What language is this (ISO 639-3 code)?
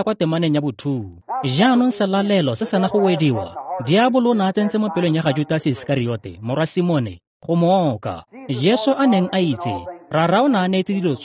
tsn